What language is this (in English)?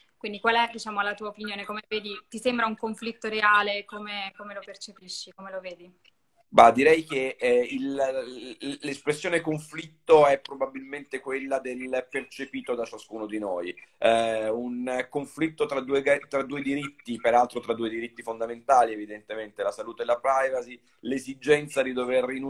Italian